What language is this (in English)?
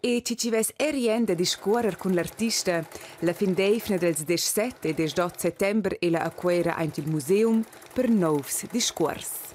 Romansh